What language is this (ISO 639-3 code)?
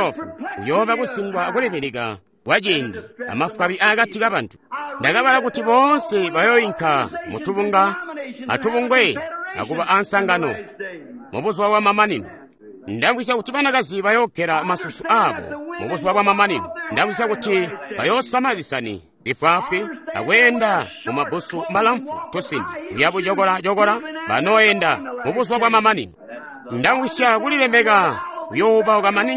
toi